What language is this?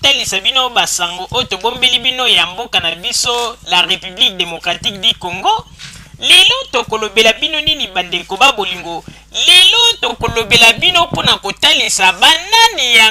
Lingala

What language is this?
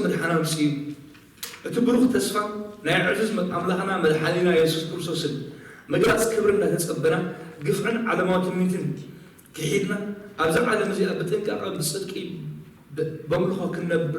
Tigrinya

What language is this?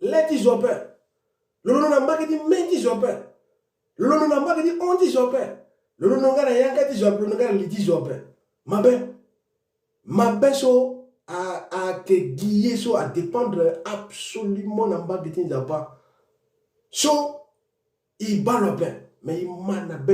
Sango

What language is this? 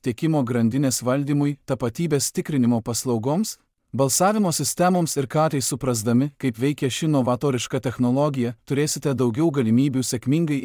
Lithuanian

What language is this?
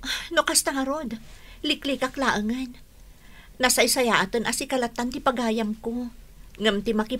Iloko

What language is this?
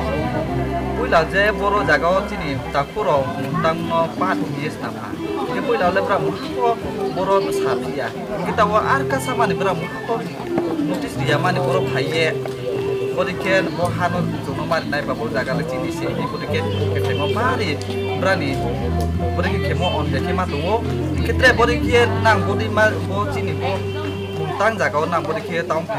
Riang (India)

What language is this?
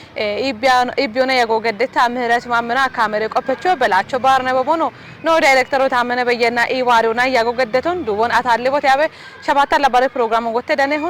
Kafa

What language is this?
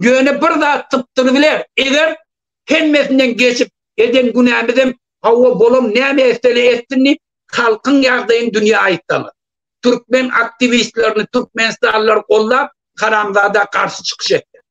Turkmen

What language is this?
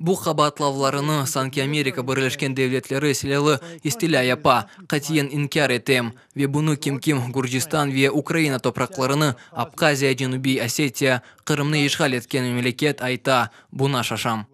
Crimean Tatar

